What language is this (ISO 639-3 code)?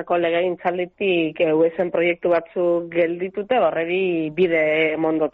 eus